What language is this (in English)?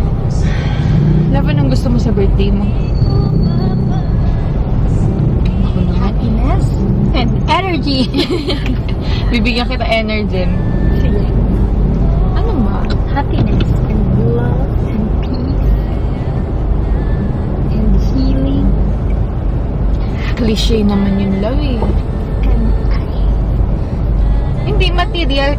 Filipino